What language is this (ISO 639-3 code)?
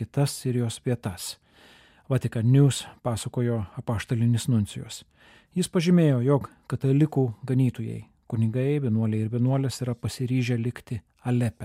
lit